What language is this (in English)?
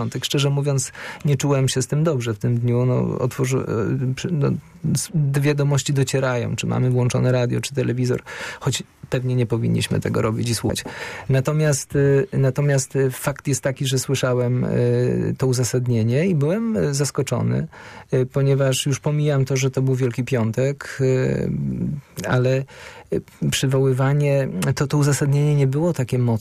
Polish